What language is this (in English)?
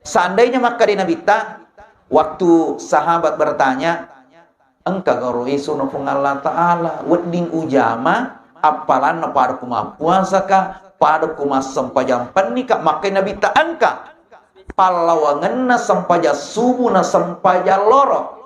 Buginese